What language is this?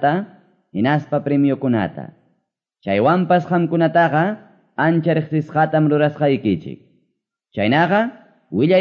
Quechua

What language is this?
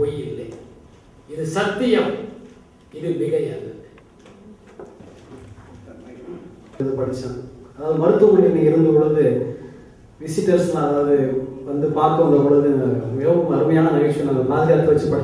Tamil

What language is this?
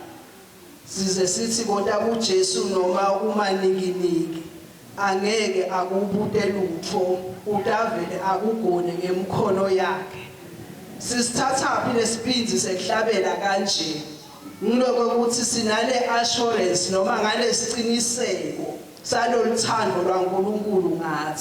Swati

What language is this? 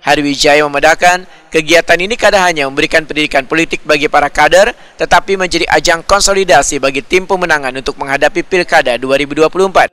Banjar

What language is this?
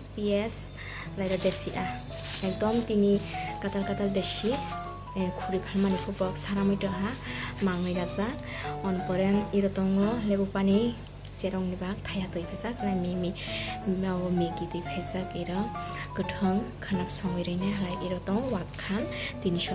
Kok Borok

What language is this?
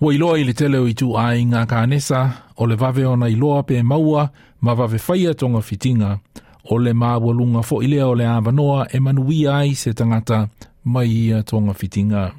Samoan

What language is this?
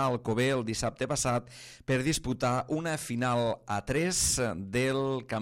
Catalan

